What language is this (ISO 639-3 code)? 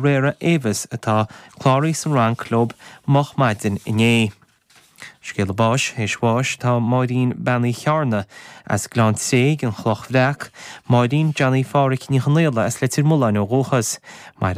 gle